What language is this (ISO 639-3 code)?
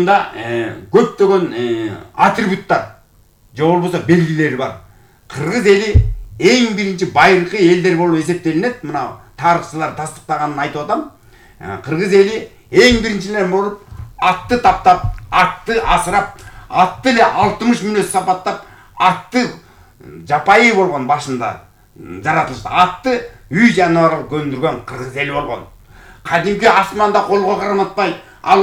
kir